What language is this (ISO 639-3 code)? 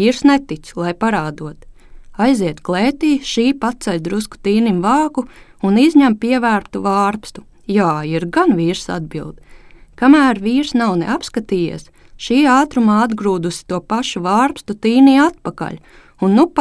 lav